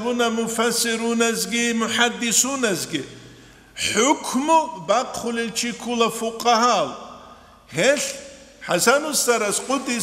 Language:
Avaric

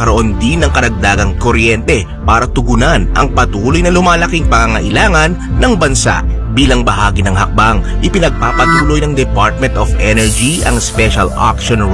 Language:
Filipino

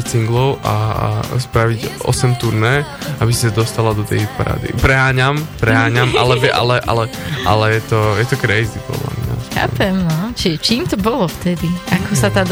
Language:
Slovak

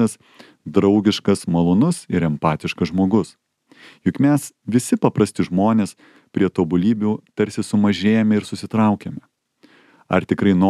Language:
Lithuanian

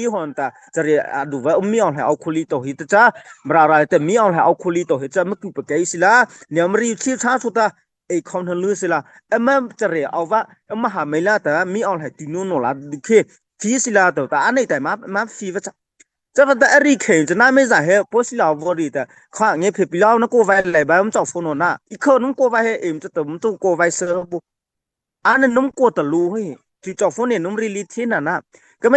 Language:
Mara Chin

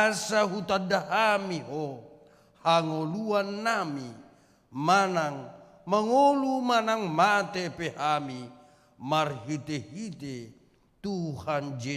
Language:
Batak Toba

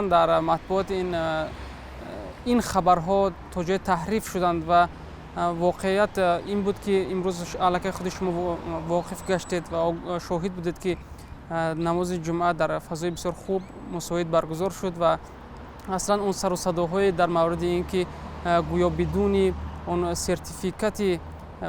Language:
Tajik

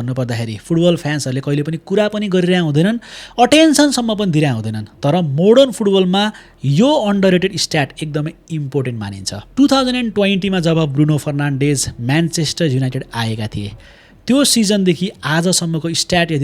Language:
Nepali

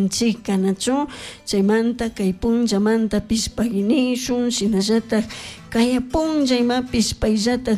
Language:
Chimborazo Highland Quichua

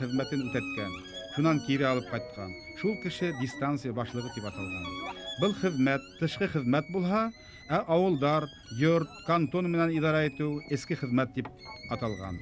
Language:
Bashkir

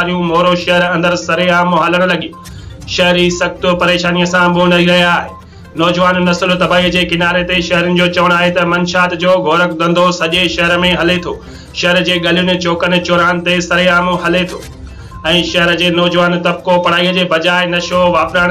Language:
Sindhi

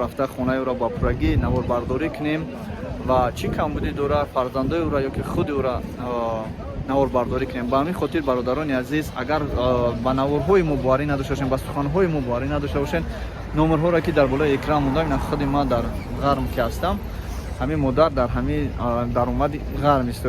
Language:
Tajik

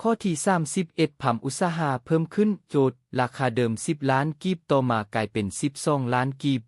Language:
Lao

